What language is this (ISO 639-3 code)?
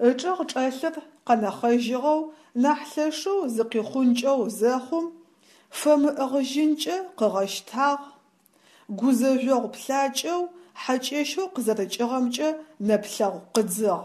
ady